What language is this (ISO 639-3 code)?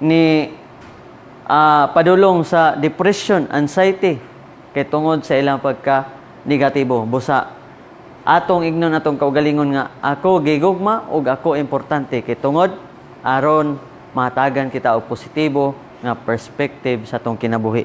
ceb